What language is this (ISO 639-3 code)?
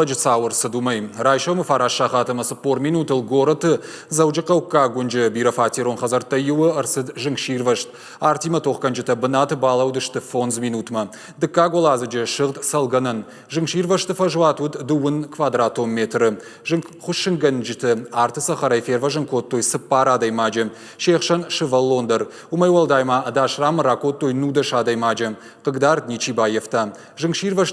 oss